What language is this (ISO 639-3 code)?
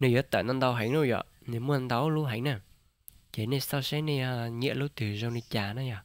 hmn